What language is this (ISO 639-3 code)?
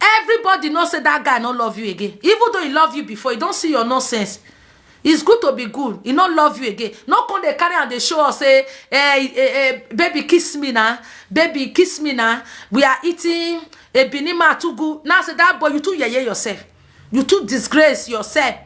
pcm